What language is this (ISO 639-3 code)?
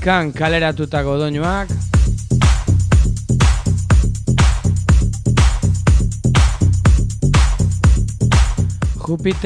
eus